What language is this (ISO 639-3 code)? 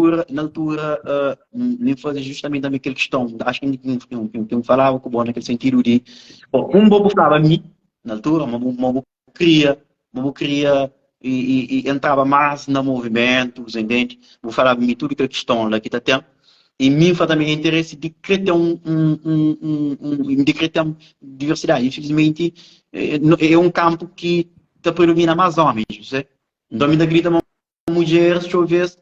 kea